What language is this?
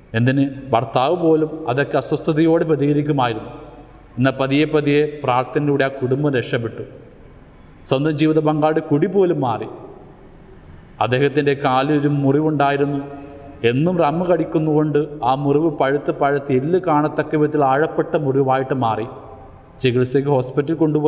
Malayalam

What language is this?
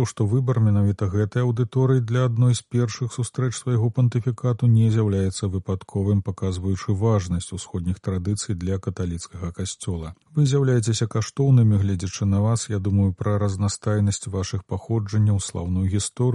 Belarusian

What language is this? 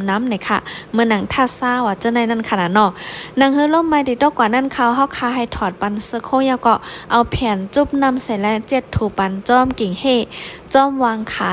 Shan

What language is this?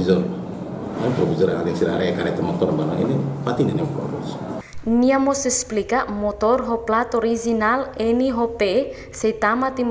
Tetum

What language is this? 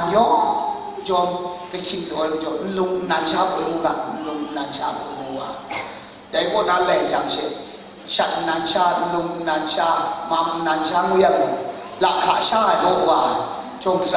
Kachin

